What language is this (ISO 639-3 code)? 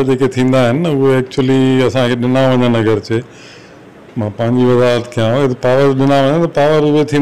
snd